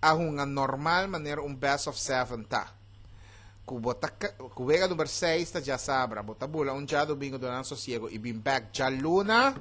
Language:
Papiamento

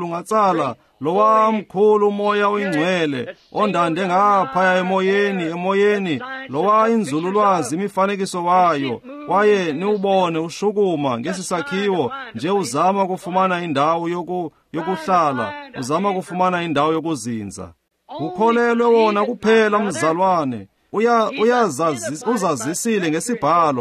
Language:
Xhosa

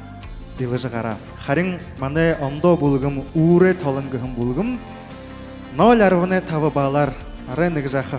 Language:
Buriat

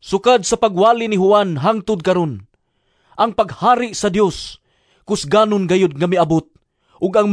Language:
Cebuano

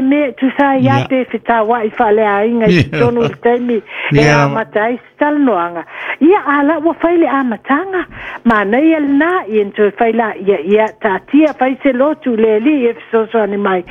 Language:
Samoan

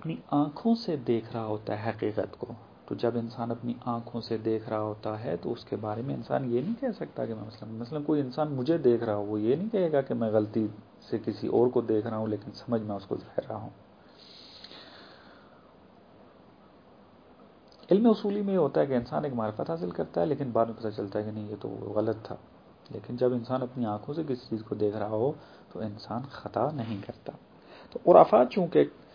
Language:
Urdu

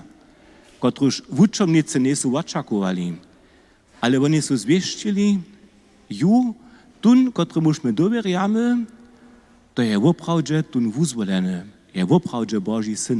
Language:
Upper Sorbian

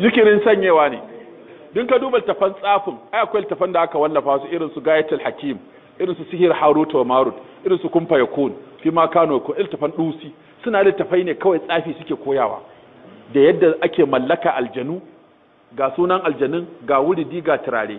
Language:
Hausa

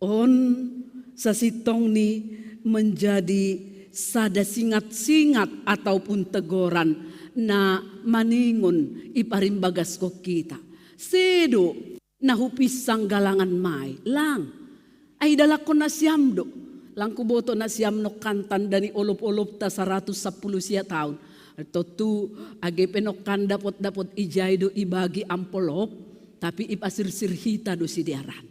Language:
Batak Simalungun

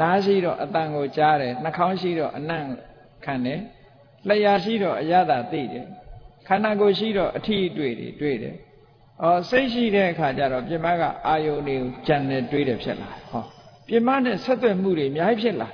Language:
Burmese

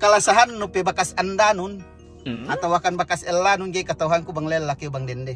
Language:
Yakan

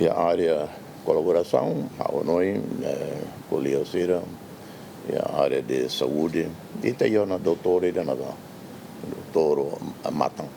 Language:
Tetum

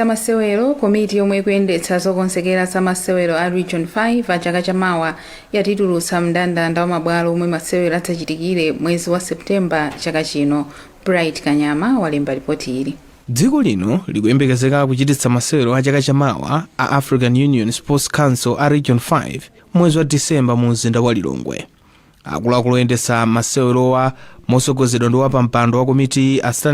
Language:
Nyanja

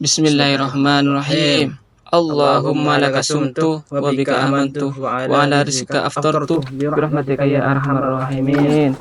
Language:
Madurese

